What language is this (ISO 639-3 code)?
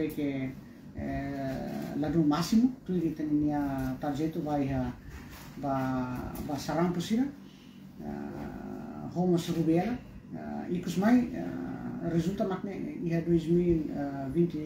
tet